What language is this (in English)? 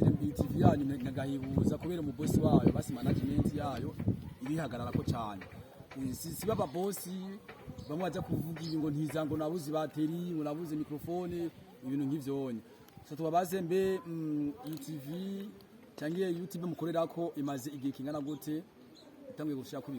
Rundi